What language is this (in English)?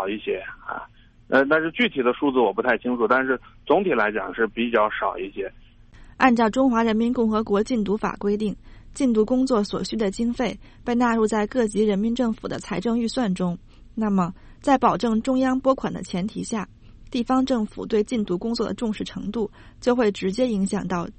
Chinese